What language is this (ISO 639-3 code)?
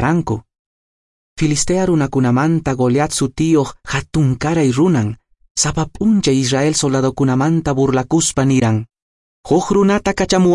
que